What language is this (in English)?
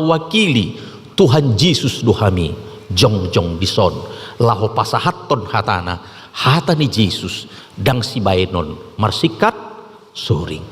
Batak Toba